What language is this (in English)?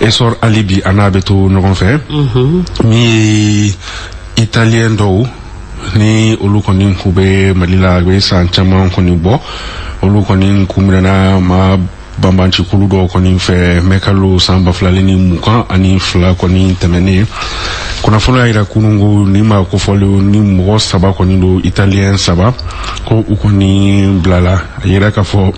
Bambara